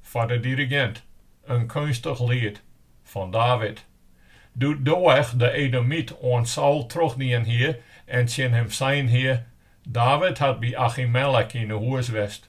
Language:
Western Frisian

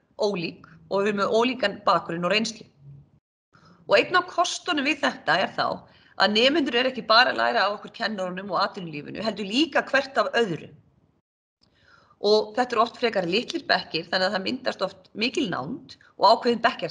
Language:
Icelandic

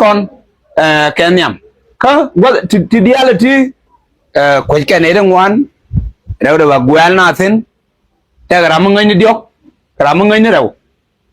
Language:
Nuer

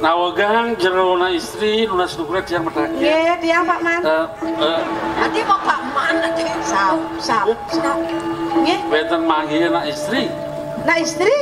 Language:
Balinese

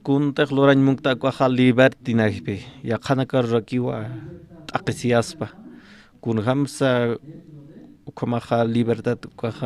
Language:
Aymara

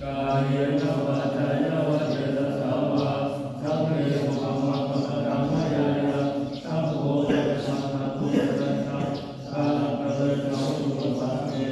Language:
Pali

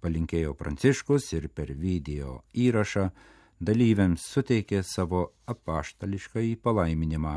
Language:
Lithuanian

